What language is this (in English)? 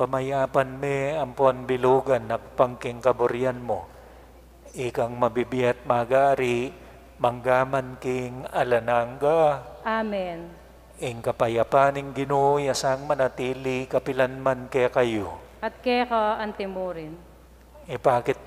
Pampanga